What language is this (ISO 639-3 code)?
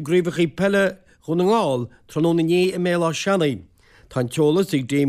gle